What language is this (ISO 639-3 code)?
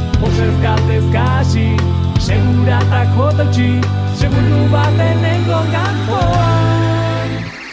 eus